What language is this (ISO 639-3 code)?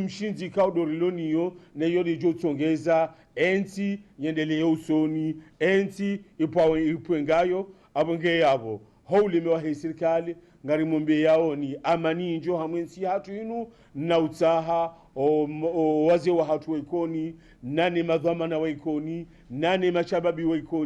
zdj